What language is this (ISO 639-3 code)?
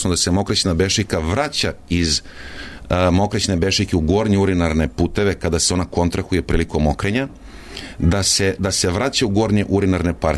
srp